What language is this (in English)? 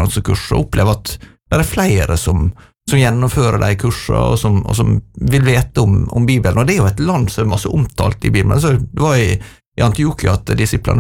Norwegian